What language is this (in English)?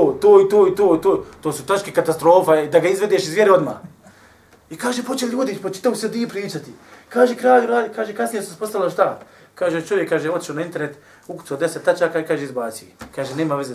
Bosnian